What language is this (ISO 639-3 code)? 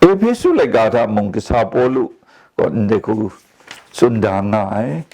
kac